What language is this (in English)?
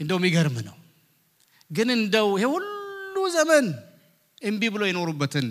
Amharic